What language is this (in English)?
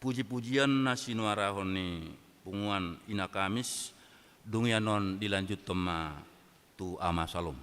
Batak Toba